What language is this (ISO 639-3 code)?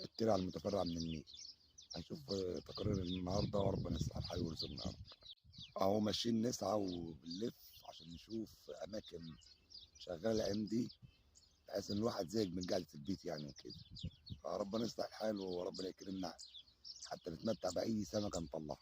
arz